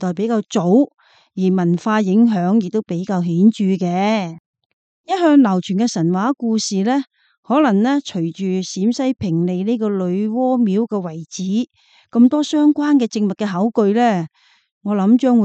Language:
Cantonese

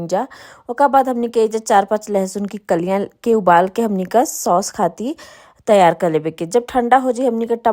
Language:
Bhojpuri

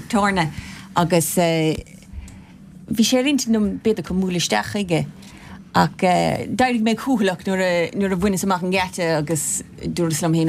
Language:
Irish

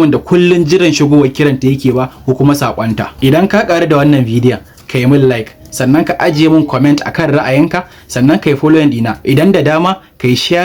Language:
Hausa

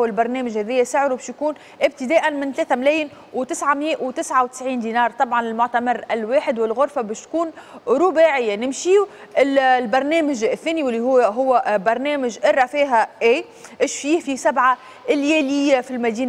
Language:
Tunisian Arabic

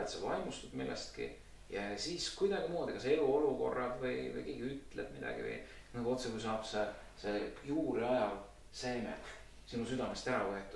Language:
Estonian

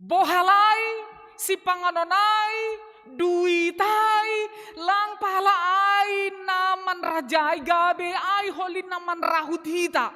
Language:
Batak Simalungun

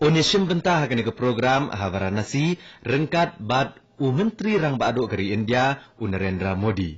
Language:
Khasi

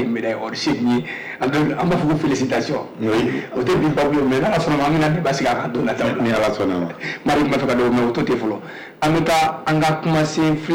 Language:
Bambara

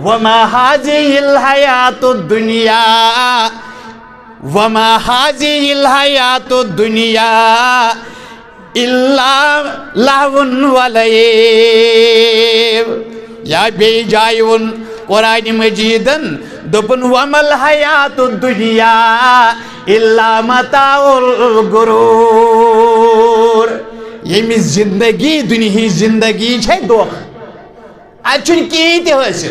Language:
Kashmiri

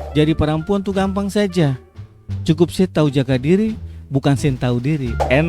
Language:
Ambonese Malay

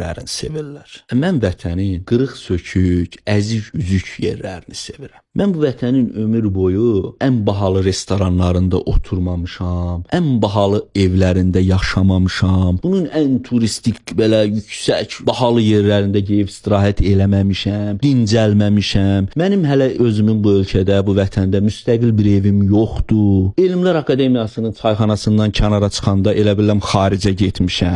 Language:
Azerbaijani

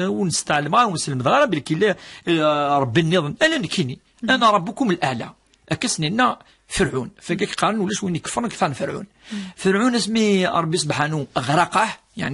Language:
Kabyle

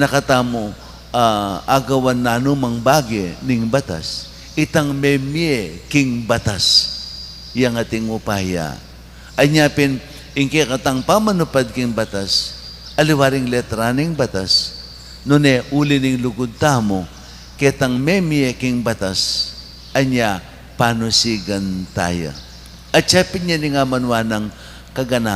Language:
Pampanga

